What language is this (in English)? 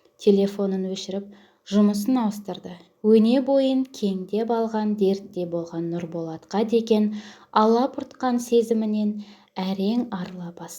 Kazakh